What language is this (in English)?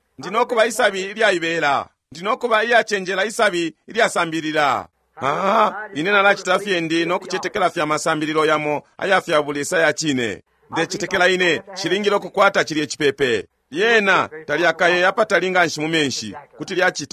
Bemba